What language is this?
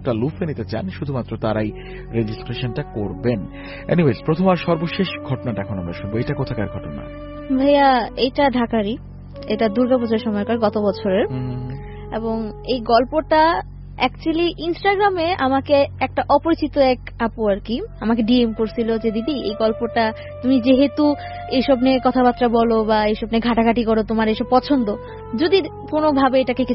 Bangla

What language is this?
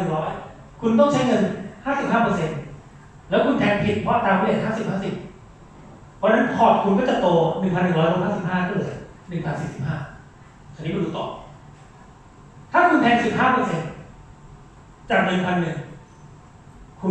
Thai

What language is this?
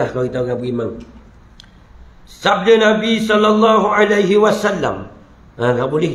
Malay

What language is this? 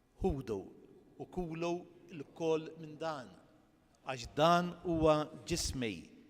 Maltese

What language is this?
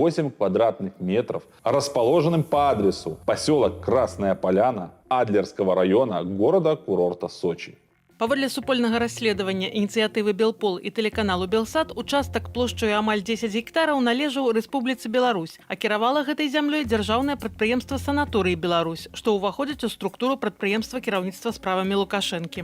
Belarusian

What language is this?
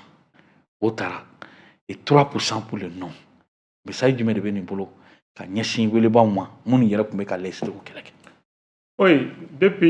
Bambara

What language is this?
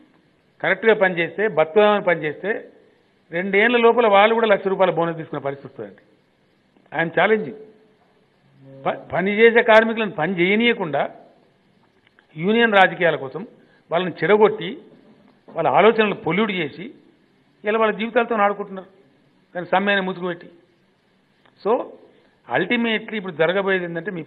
Telugu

